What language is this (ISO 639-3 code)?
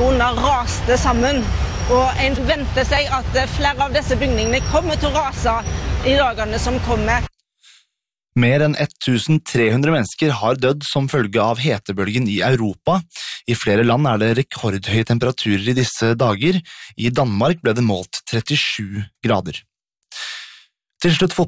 nor